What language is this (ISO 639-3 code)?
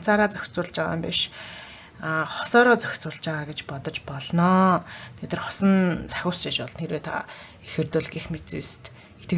mon